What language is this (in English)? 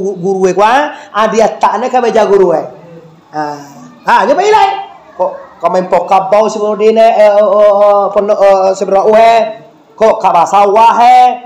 Minangkabau